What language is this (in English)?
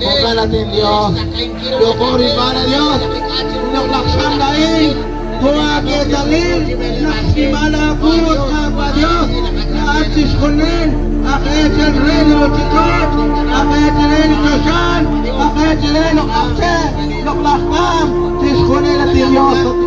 Kekchí